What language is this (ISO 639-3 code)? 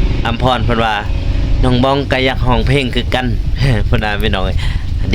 lao